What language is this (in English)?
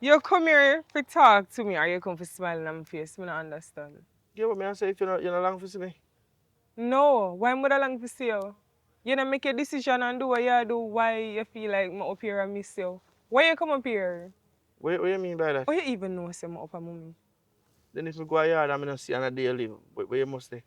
Jamaican Creole English